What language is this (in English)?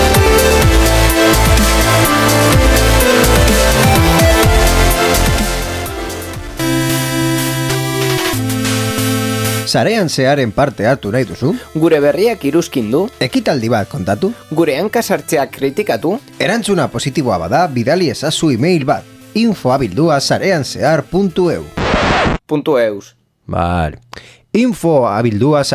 Basque